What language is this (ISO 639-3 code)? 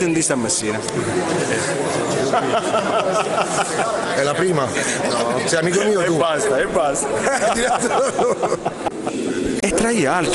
ita